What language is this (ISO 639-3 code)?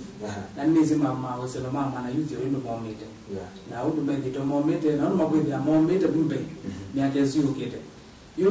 kam